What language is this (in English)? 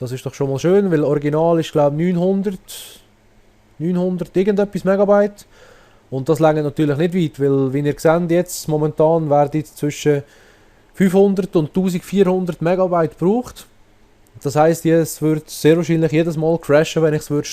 Swiss German